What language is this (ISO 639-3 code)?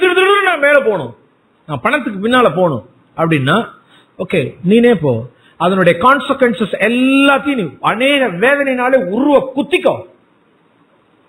tam